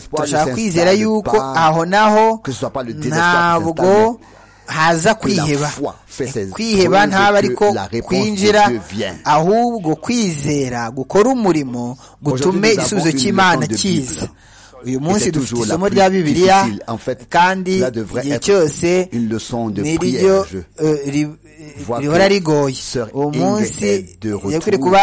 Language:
Kinyarwanda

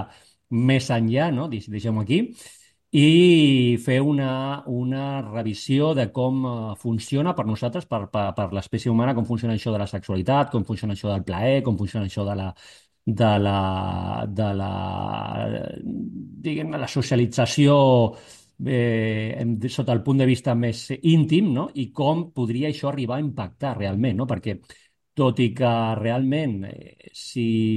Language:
Catalan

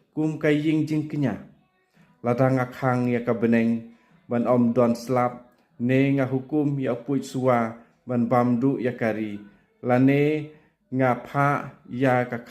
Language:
Khasi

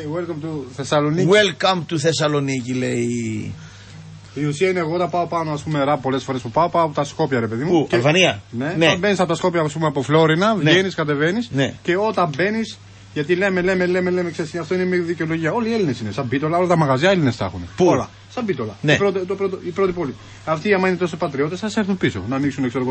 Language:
Greek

